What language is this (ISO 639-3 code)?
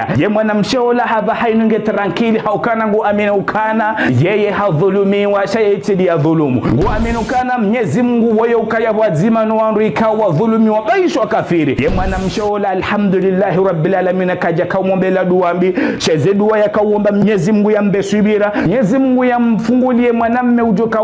zdj